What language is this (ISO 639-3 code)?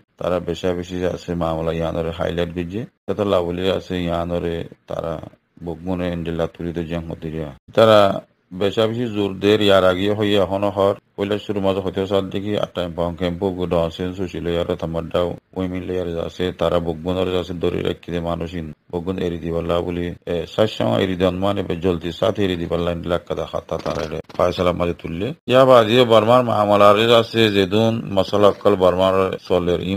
rhg